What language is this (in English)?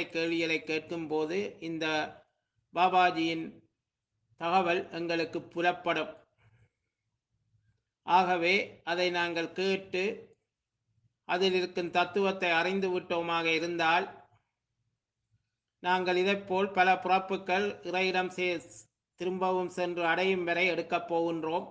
Tamil